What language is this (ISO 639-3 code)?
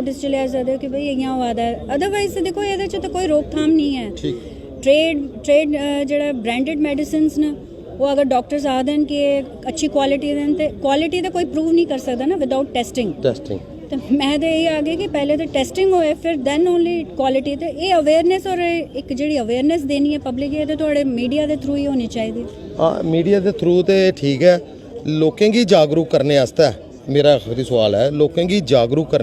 doi